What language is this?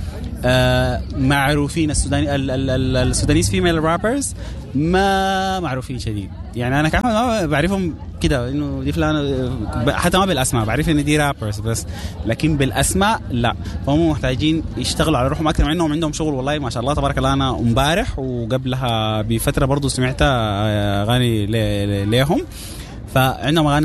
Sudanese Arabic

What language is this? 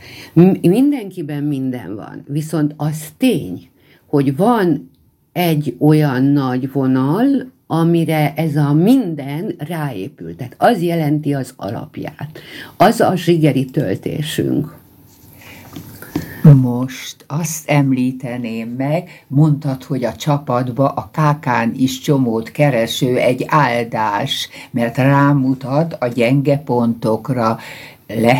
Hungarian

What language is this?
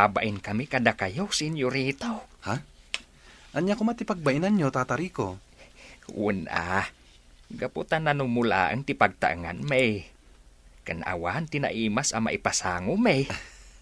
Iloko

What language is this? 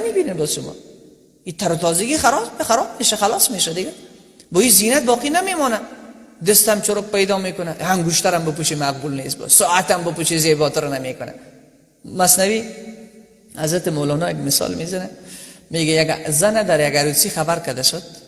Persian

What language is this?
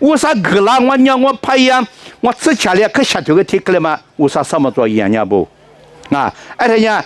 Lisu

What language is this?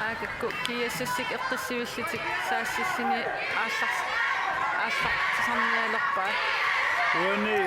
Kalaallisut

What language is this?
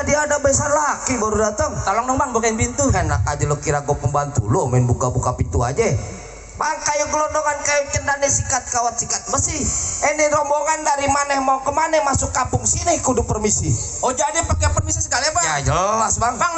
Betawi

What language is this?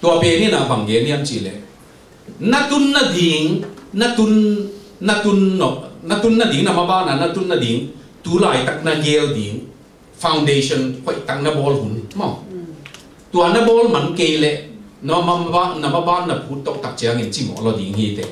Tedim Chin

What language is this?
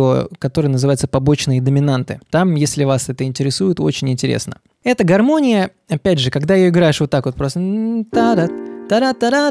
Russian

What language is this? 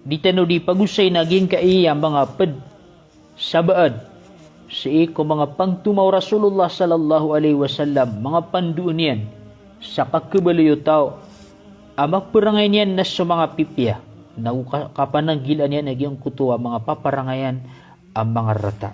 Maranao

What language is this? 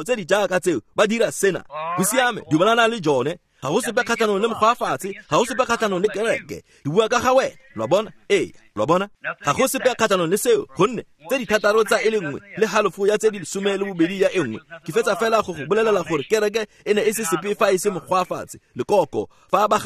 Tswana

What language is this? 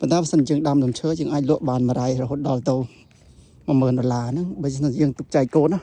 Khmer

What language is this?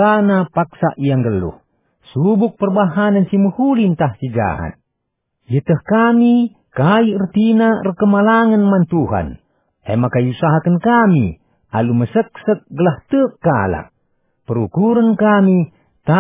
Batak Karo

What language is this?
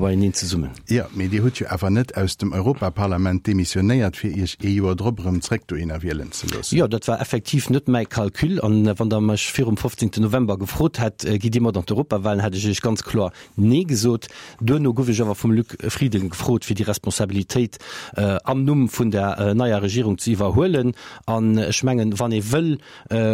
Luxembourgish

